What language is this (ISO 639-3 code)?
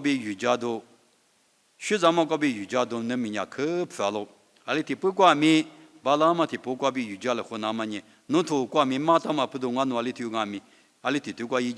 lis